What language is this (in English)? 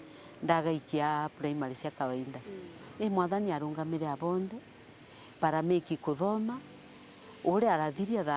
Meru